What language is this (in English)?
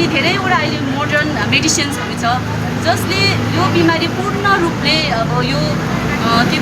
Nepali